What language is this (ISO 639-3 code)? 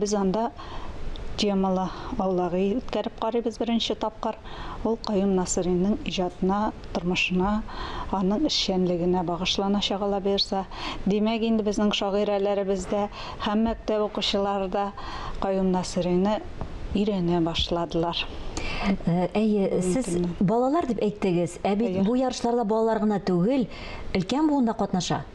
tat